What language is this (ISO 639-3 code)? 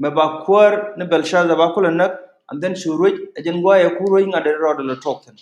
nus